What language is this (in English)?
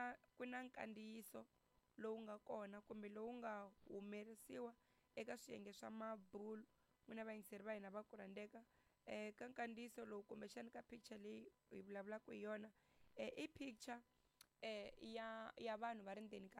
Tsonga